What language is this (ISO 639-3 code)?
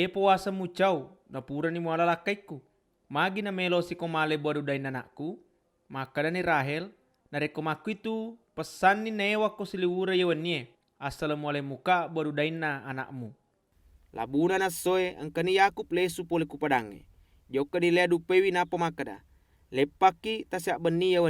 bug